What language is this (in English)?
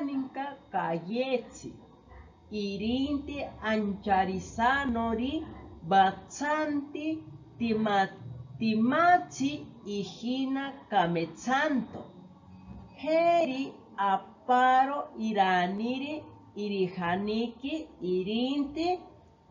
Asháninka